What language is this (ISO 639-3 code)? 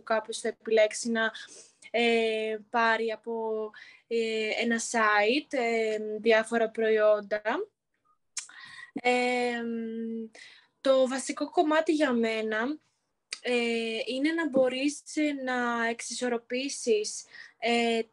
ell